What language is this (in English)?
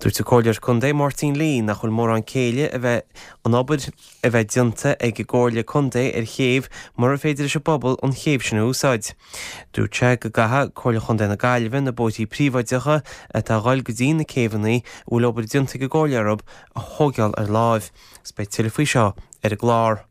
Irish